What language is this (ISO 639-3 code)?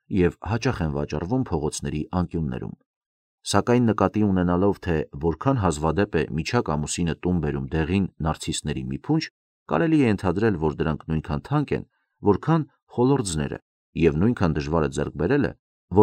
hye